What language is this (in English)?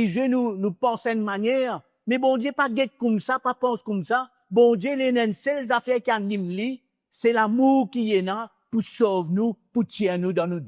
Morisyen